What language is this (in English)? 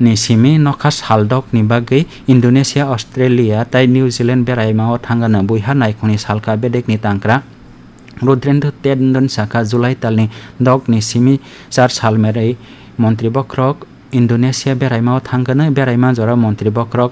Kok Borok